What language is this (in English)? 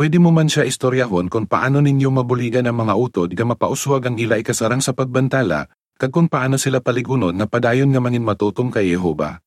Hiligaynon